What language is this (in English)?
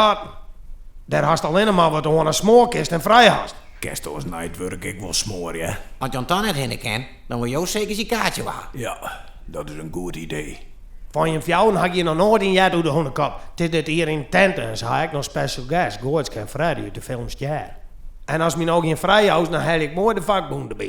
Western Frisian